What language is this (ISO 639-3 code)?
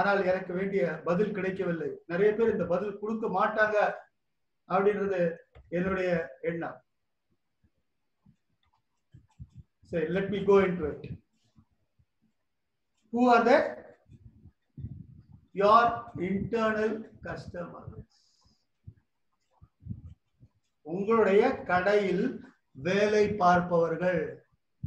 tam